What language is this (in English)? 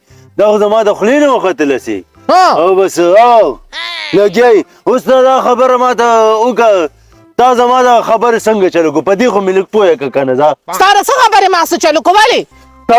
Pashto